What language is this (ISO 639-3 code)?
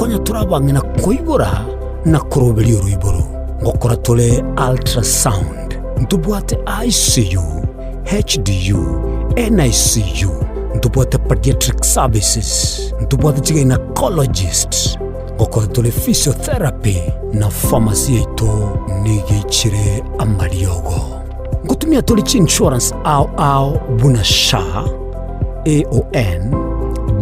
guz